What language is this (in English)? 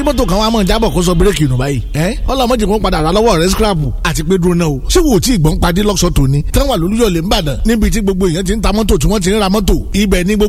Yoruba